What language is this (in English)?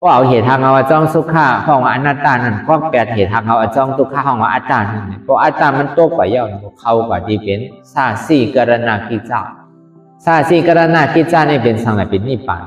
Shan